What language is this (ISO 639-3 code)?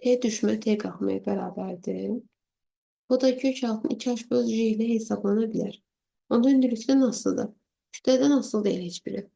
aze